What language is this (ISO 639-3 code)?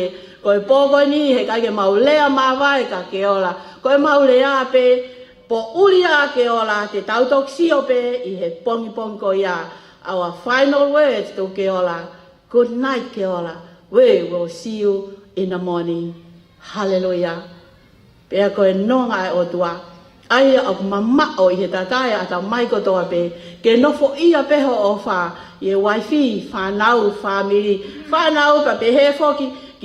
ton